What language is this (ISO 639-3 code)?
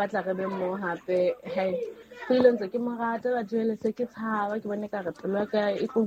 sot